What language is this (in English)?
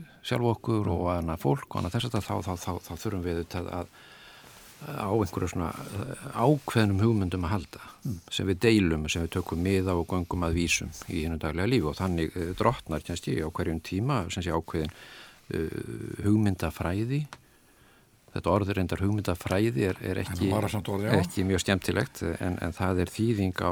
Icelandic